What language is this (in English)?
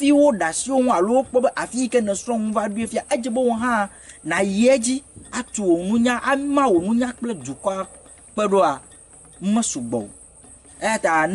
Ewe